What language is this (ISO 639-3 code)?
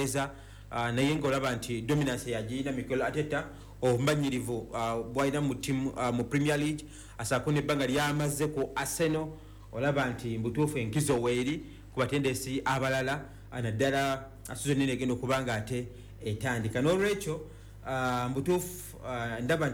lug